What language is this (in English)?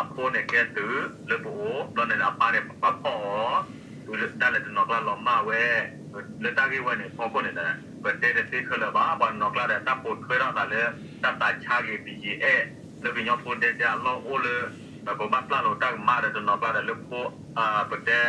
S'gaw Karen